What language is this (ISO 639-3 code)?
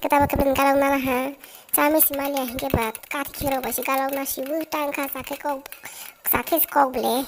trp